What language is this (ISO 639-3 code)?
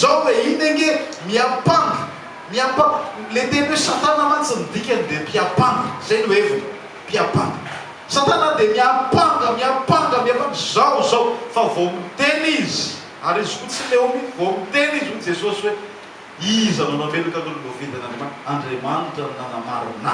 mlg